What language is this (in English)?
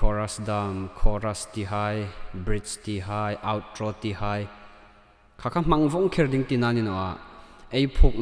Hmar